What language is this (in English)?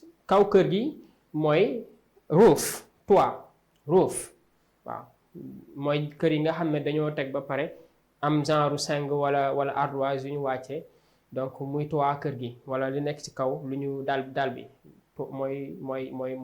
Wolof